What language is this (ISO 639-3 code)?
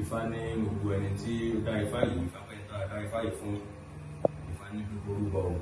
yor